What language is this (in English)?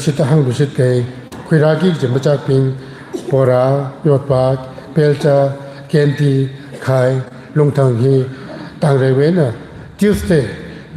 Tangkhul Naga (India)